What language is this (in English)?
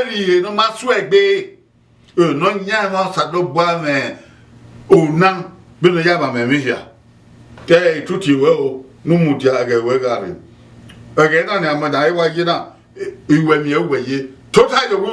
Bini